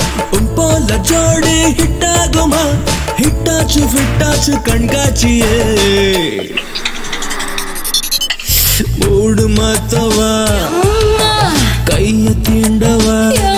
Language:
Tamil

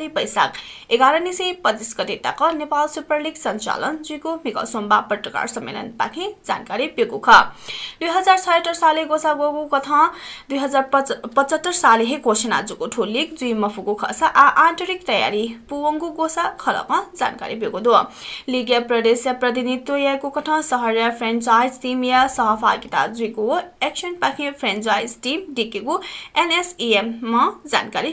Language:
Newari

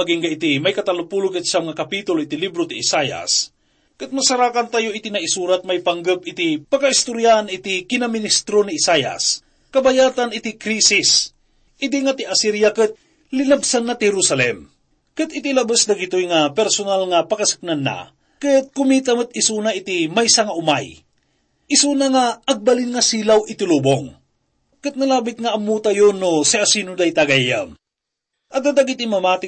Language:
Iloko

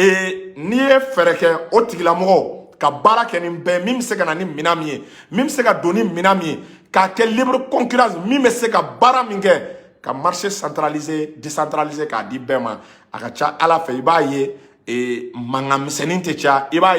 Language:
Bambara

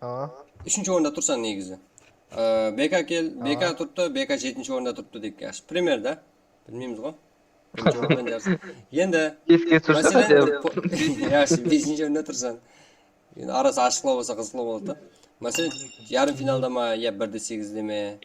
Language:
Kara-Kalpak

